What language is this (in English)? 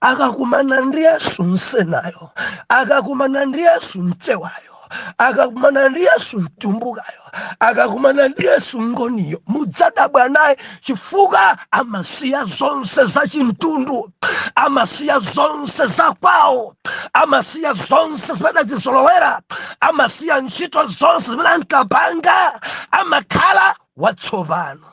Nyanja